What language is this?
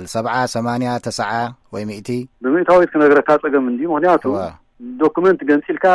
Tigrinya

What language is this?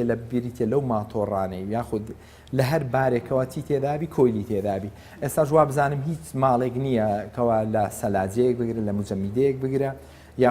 Central Kurdish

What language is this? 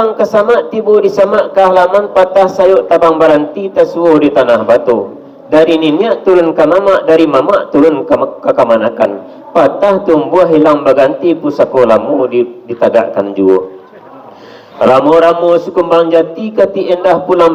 Minangkabau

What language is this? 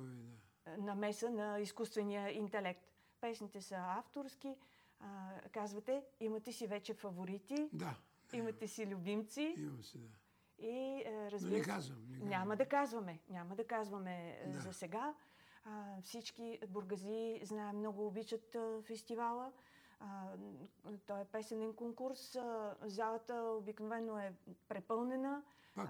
Bulgarian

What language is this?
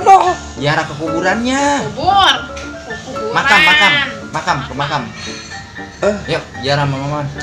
Betawi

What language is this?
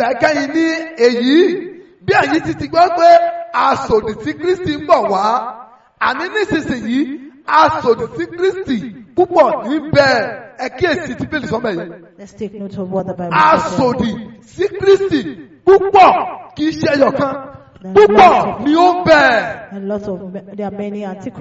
Yoruba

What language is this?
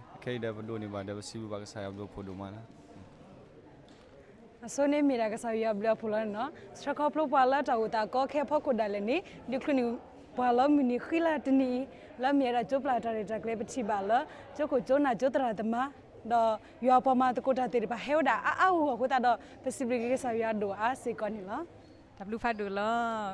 S'gaw Karen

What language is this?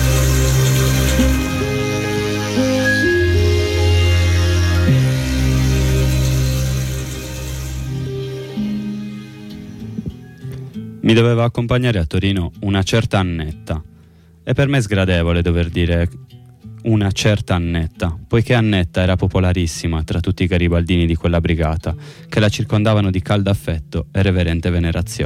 Italian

